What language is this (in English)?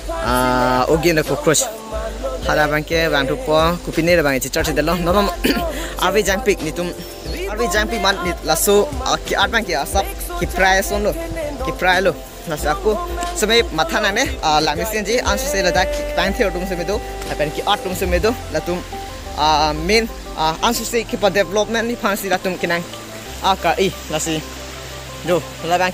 Karbi